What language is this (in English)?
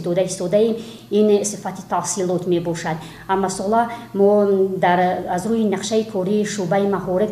Tajik